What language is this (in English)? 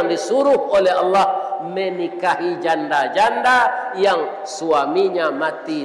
Minangkabau